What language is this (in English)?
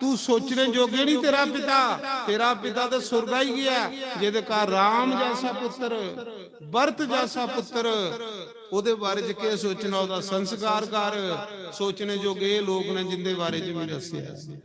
Dogri